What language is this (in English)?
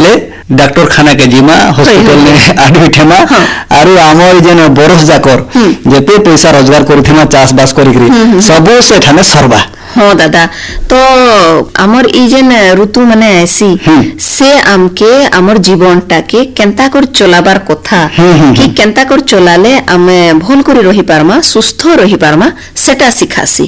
Odia